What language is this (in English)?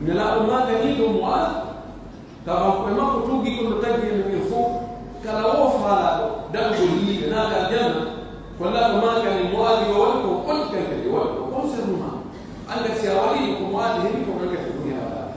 Pular